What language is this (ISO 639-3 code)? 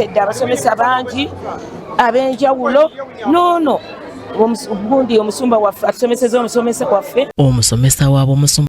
lug